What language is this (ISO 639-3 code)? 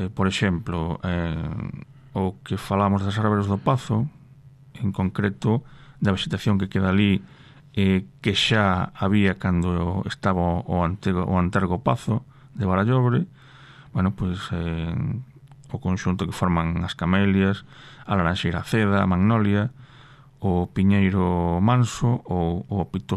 glg